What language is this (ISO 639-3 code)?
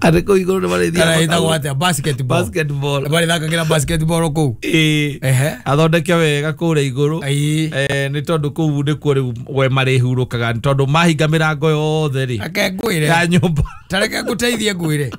kik